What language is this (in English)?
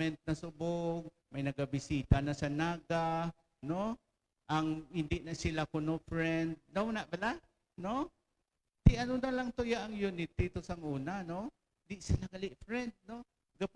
Hiligaynon